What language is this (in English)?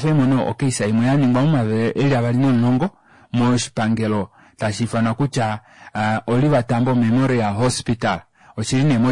Kuanyama